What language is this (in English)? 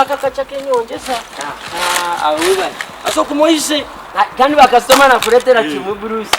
Nyankole